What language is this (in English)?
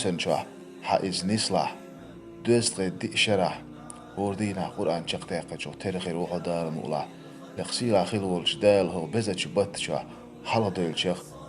Chechen